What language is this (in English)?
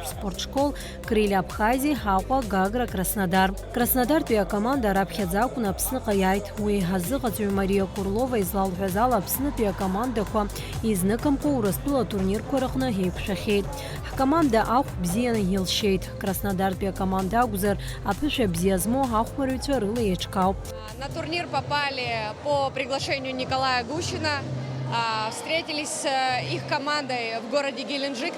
Abkhazian